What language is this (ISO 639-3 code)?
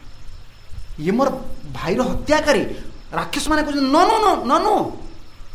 ori